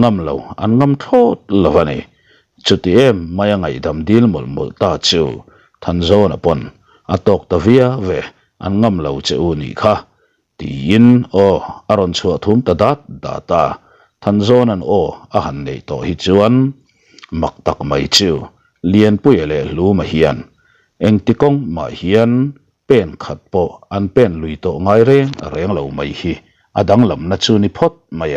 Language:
Mizo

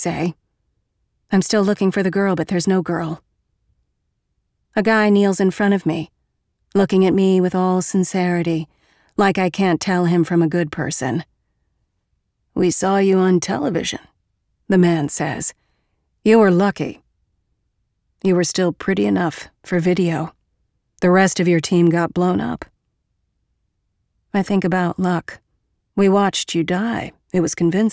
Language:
English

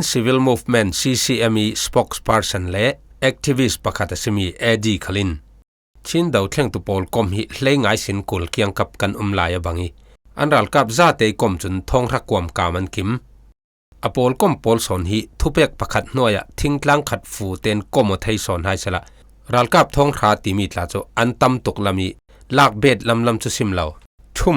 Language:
Falam Chin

